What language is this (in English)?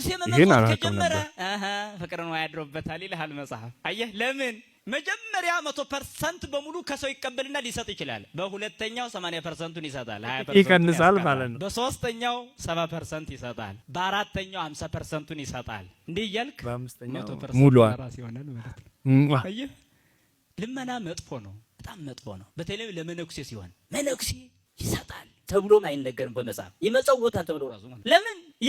Amharic